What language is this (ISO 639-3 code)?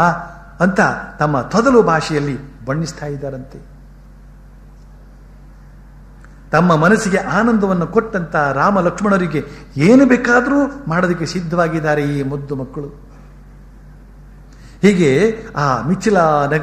kan